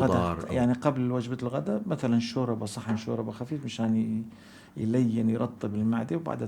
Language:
North Levantine Arabic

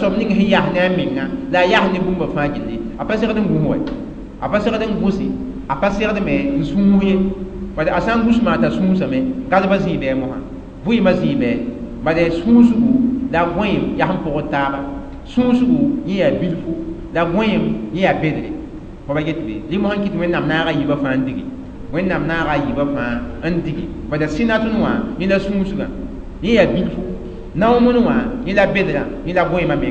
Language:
Mossi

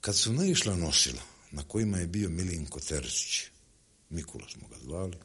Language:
Serbian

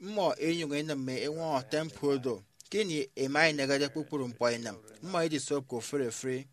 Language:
Efik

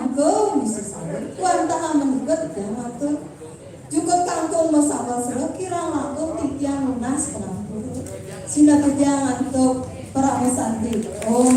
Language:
Balinese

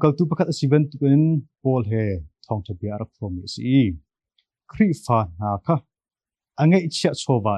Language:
Hakha Chin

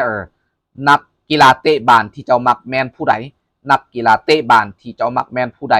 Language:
Lao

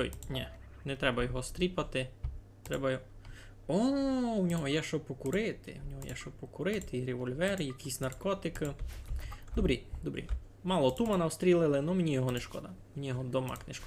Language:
Rusyn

